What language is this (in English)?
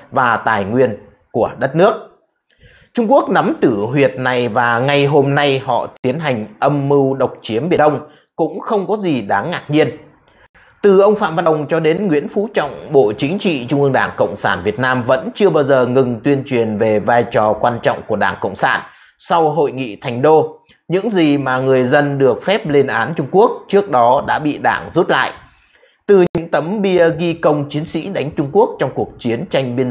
Vietnamese